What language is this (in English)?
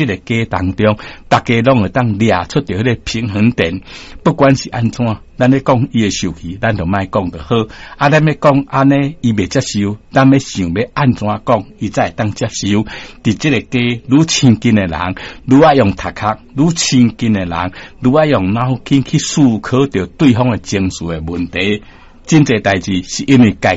Min Nan Chinese